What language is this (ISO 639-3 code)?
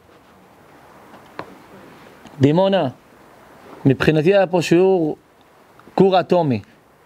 heb